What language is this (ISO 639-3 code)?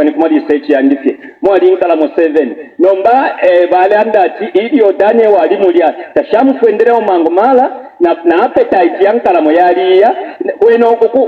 bem